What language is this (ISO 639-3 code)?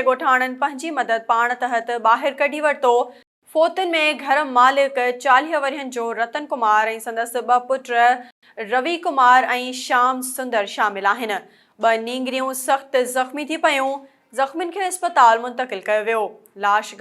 snd